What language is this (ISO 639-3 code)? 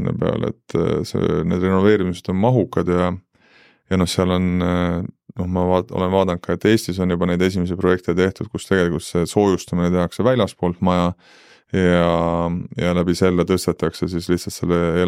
est